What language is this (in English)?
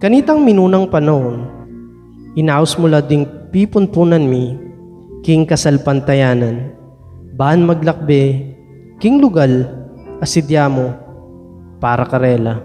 Pampanga